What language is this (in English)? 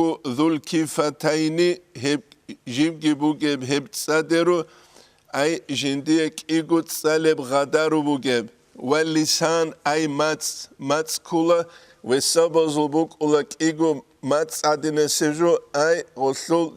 Avaric